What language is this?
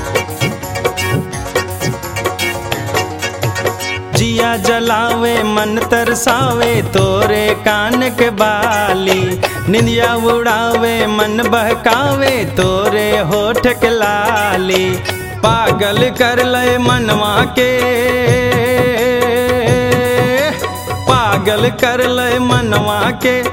Bhojpuri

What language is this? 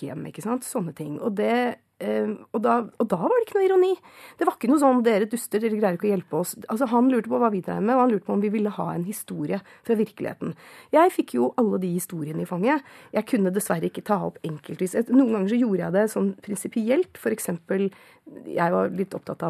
Norwegian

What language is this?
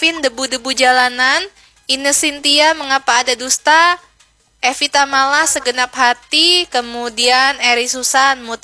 Banjar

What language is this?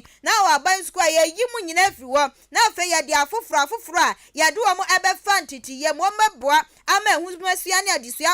Akan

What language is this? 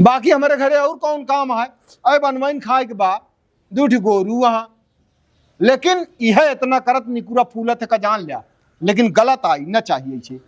Awadhi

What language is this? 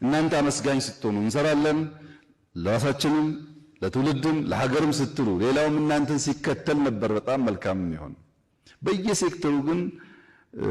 Amharic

